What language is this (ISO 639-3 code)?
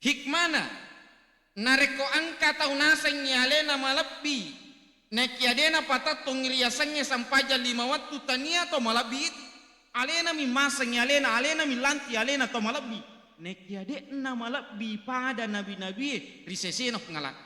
bug